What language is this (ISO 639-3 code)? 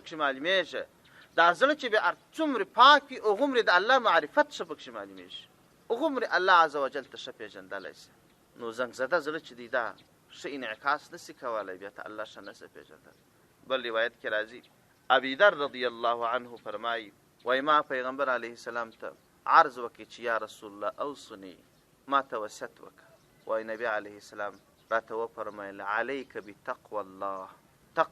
pus